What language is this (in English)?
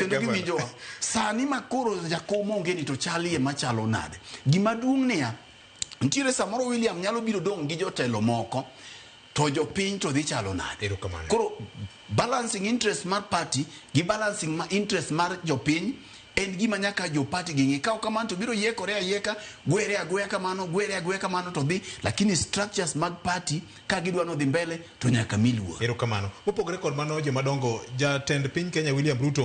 Luo (Kenya and Tanzania)